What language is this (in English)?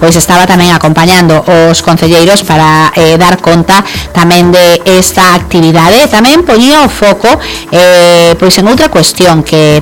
Galician